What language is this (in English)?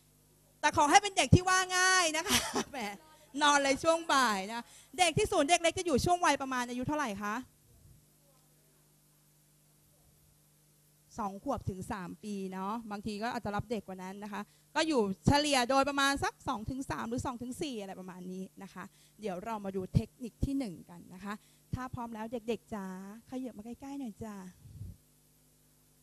Thai